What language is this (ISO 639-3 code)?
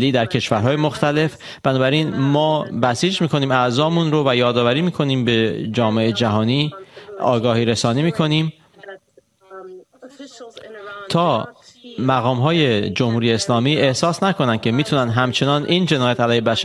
fas